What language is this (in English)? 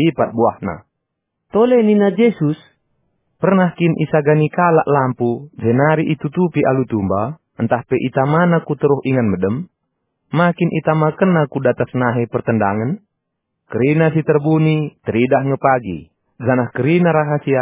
Batak Karo